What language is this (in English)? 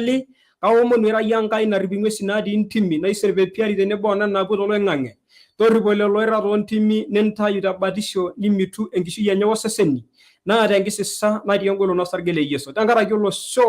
Masai